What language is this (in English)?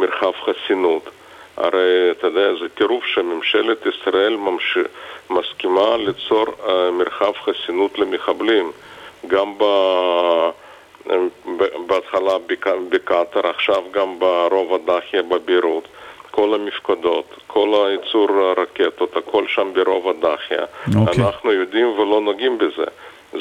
Hebrew